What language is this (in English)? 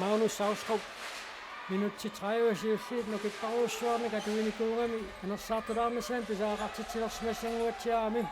Kalaallisut